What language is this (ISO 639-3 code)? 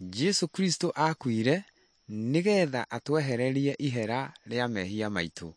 kik